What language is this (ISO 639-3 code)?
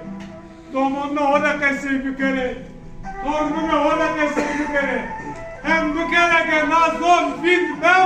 zza